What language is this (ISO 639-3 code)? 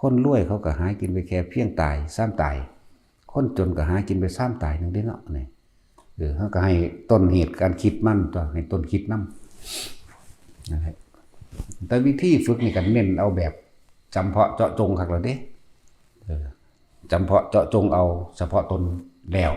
tts